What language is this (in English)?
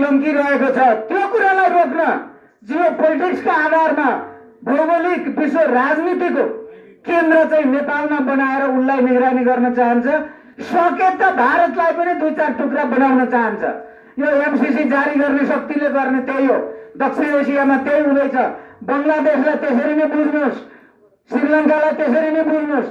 Nepali